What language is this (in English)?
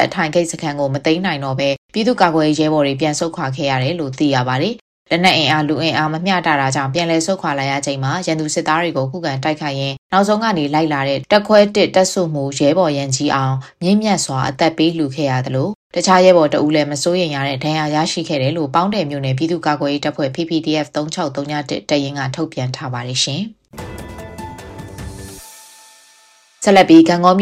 Burmese